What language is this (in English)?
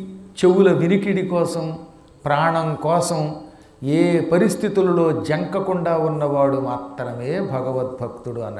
Telugu